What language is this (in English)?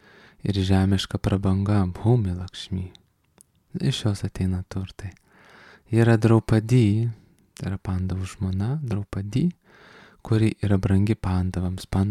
Lithuanian